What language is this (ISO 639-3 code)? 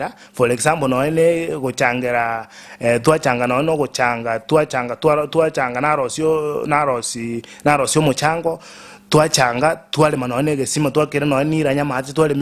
guz